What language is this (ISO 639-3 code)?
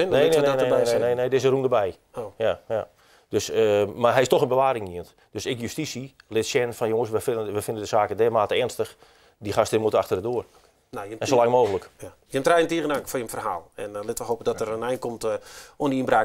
fry